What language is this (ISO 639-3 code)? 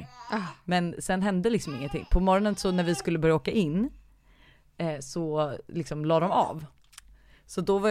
swe